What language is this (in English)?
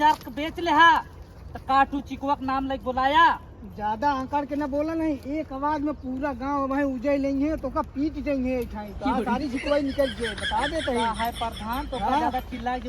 Awadhi